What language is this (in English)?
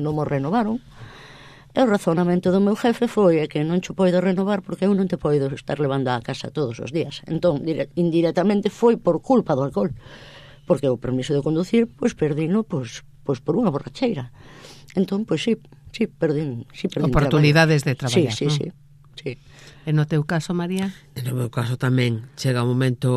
Galician